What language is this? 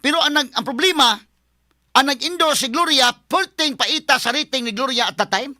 Cebuano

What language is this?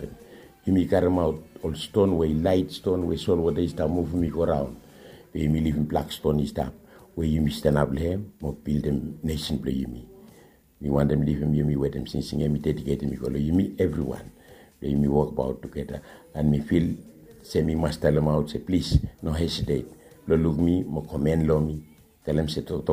Bislama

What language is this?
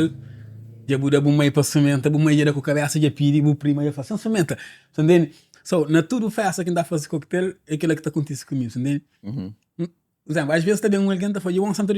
Kabuverdianu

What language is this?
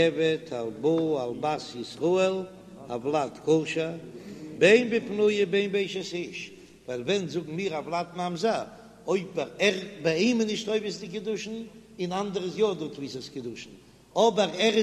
Yiddish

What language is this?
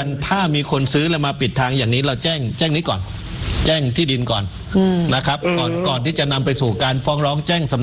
Thai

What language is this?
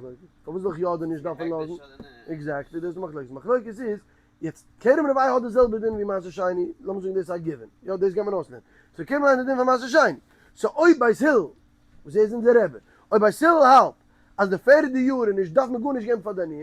Yiddish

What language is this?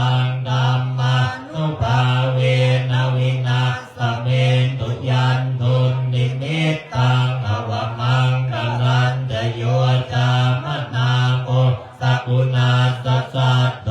Pali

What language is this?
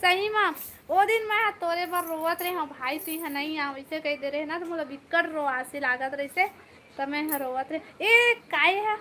Chhattisgarhi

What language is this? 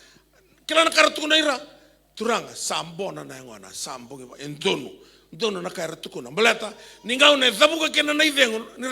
Fijian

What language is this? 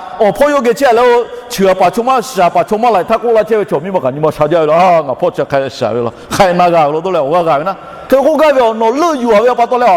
Lahu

